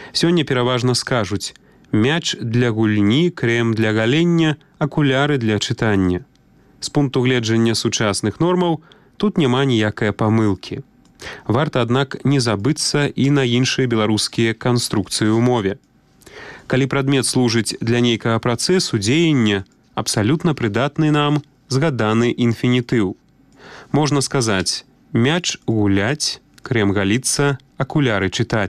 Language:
Belarusian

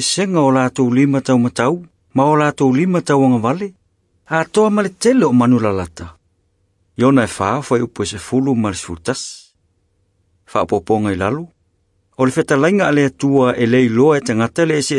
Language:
Samoan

